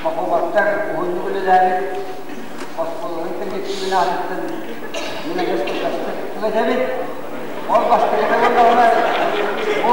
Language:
Yakut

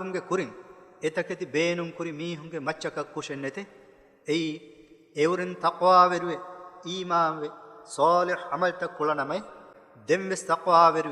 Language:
Divehi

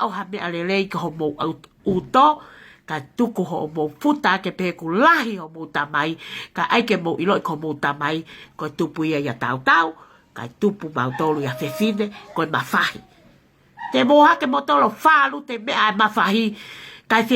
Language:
Tongan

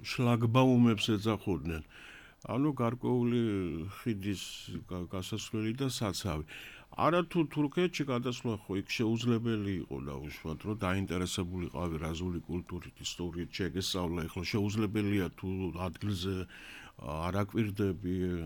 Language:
Georgian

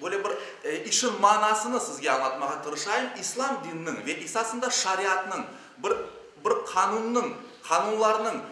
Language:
Crimean Tatar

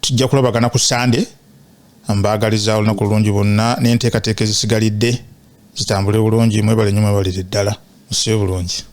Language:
Ganda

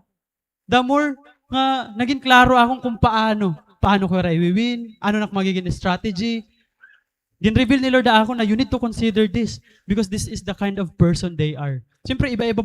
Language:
Waray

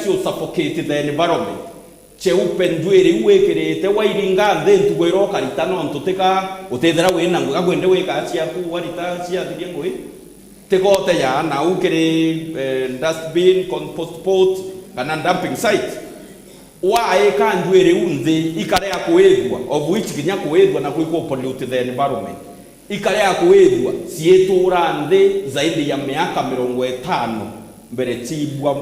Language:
Meru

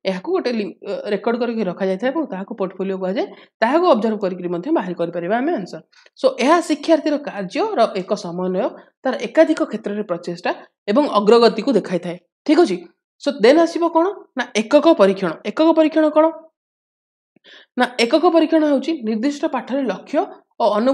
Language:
Odia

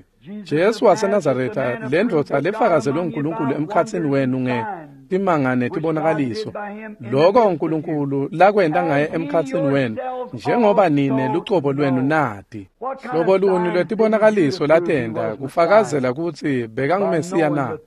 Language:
Swati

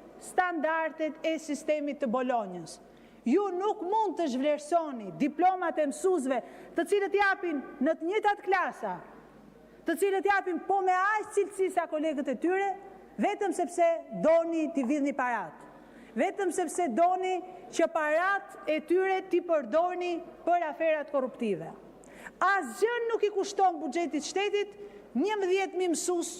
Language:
Albanian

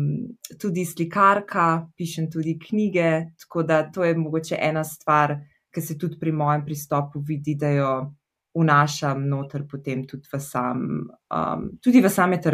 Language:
Slovenian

